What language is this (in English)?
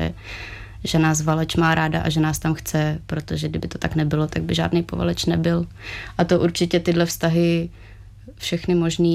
Czech